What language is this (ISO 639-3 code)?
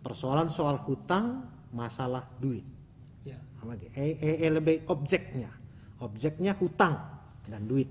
btx